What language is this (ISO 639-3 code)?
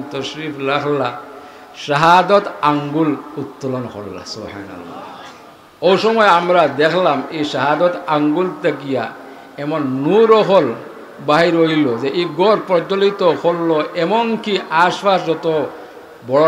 syl